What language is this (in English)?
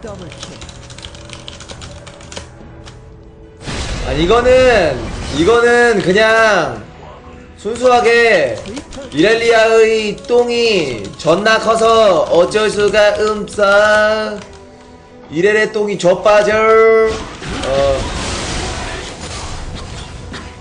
Korean